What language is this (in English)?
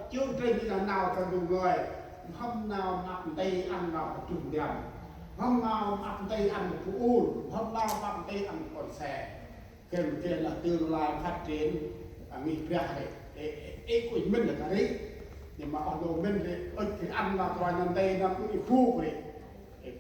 Central Mnong